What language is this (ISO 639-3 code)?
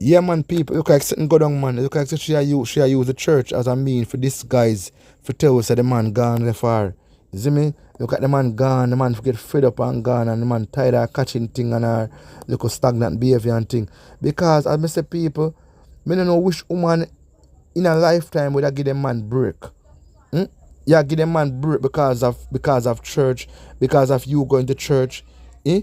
jam